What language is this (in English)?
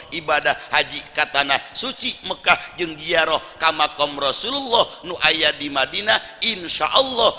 Sundanese